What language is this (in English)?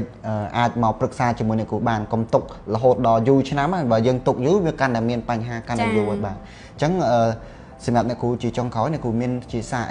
Khmer